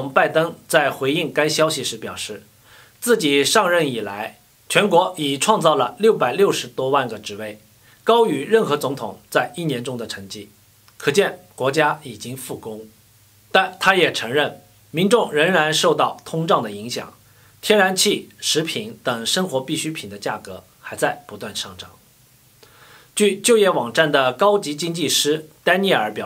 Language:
Chinese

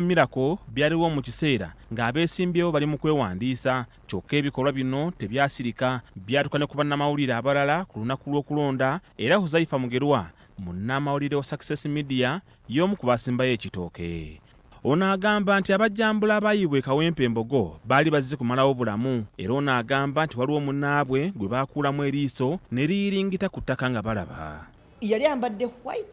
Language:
Ganda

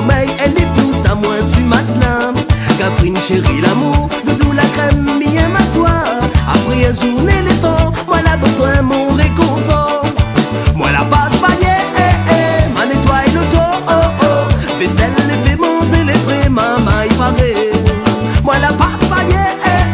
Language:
Réunion Creole French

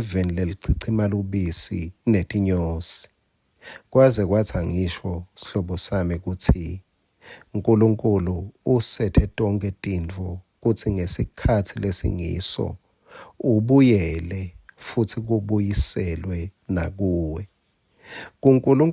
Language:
Swati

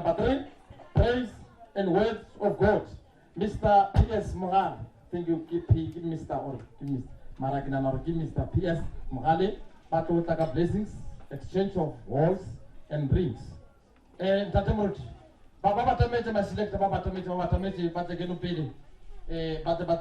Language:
Northern Sotho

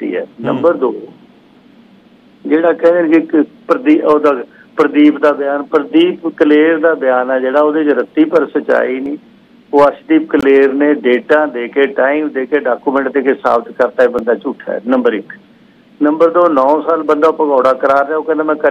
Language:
Punjabi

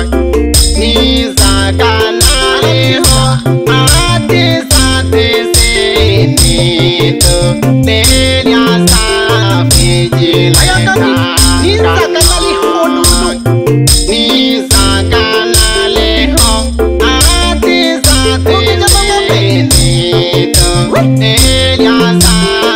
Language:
Swahili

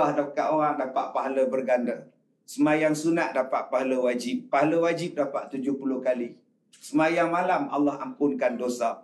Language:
Malay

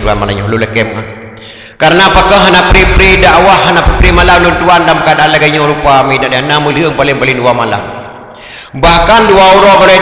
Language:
Achinese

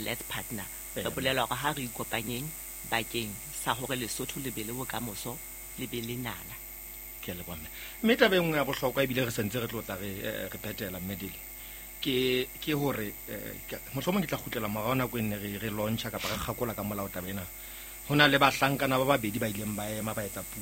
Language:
Southern Sotho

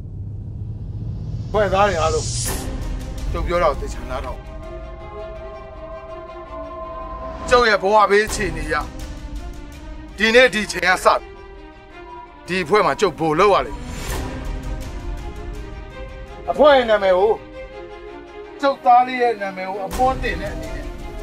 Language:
Burmese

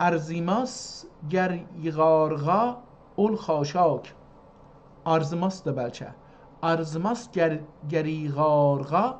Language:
South Azerbaijani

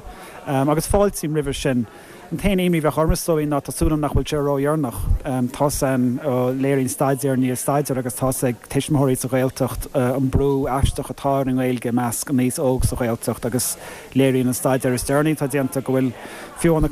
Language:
Irish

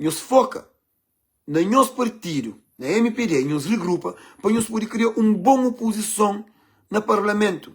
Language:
Kabuverdianu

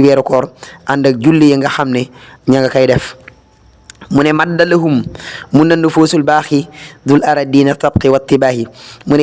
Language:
Wolof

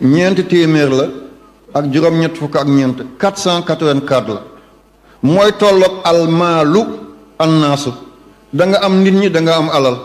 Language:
Wolof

